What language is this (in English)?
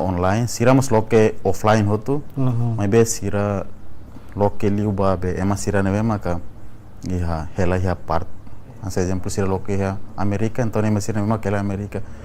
Tetum